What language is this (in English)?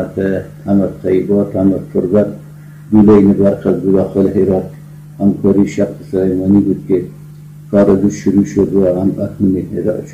Persian